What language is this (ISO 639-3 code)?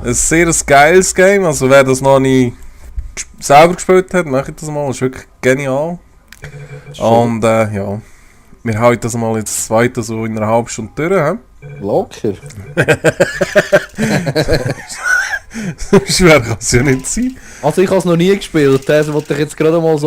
gsw